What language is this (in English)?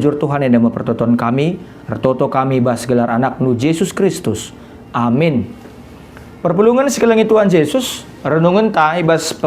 Batak Karo